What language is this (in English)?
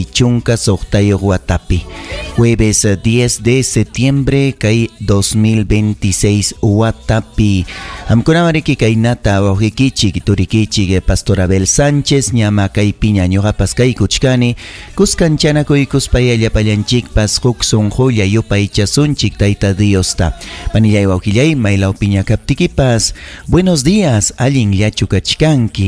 Ayacucho Quechua